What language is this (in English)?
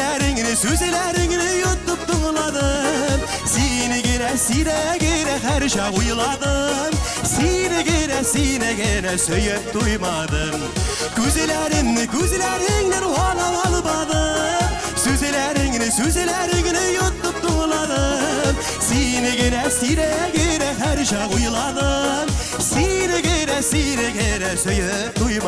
Tatar